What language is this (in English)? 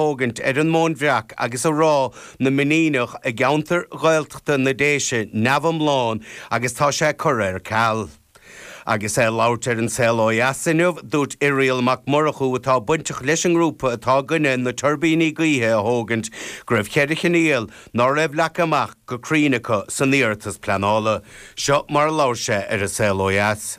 Irish